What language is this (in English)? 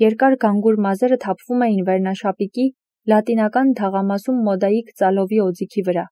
Armenian